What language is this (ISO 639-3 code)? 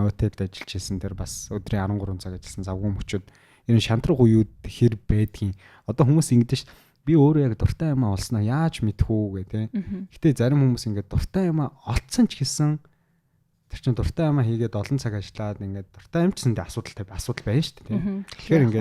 mon